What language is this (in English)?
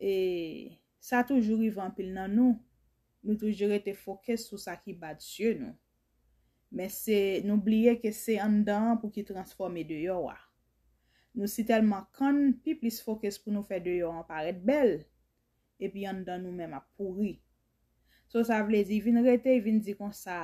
Haitian Creole